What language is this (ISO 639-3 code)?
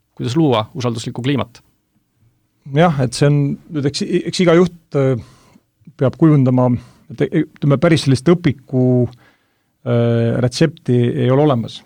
est